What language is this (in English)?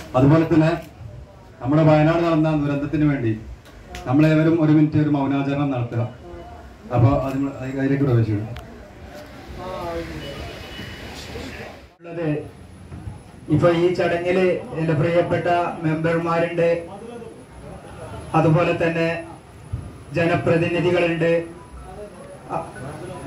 Malayalam